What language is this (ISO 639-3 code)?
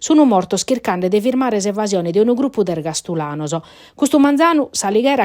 srd